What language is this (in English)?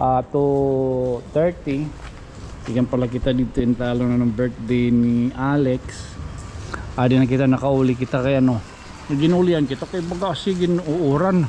Waray